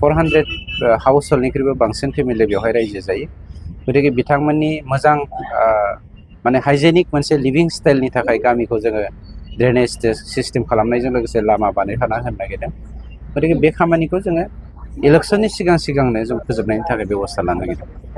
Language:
Bodo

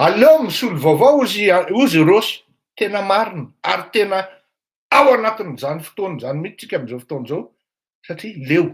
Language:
Malagasy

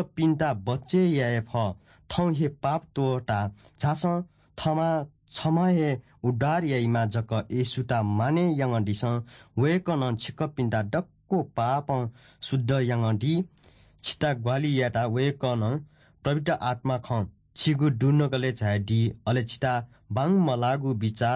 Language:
Newari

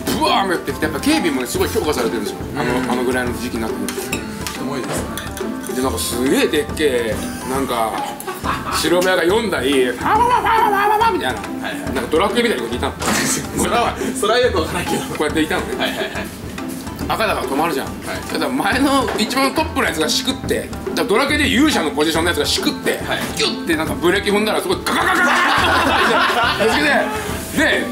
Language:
Japanese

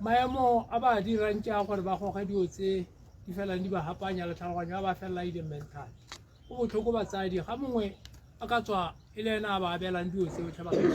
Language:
Tswana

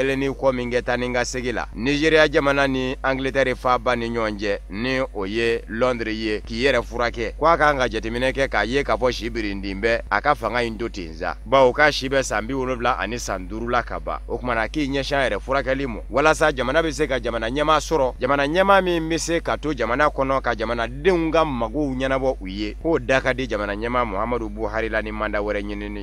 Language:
Bambara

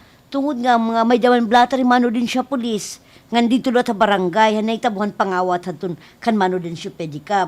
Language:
Waray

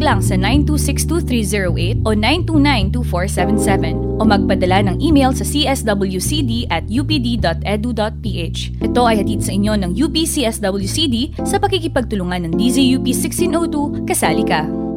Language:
Filipino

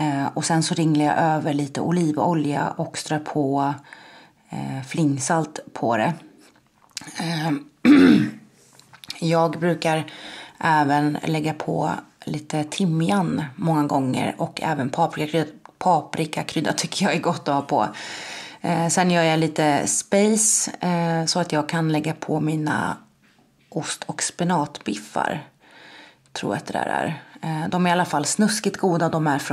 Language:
Swedish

